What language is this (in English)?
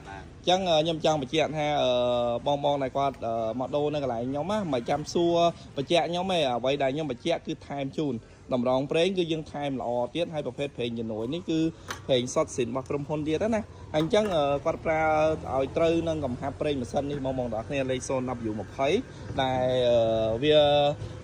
Khmer